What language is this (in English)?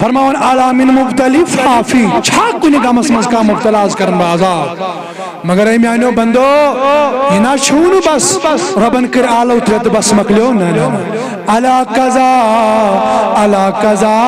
Kashmiri